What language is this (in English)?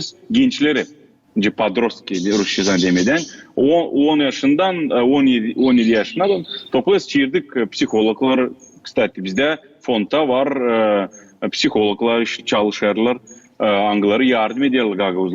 Gagauz